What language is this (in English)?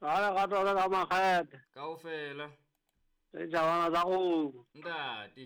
Southern Sotho